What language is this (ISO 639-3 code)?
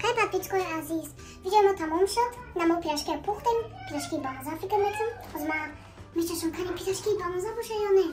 tgk